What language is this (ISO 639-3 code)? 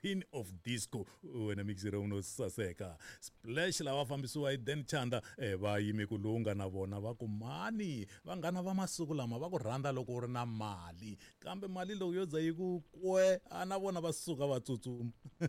tso